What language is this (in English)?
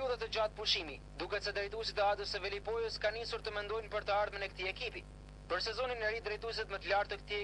Albanian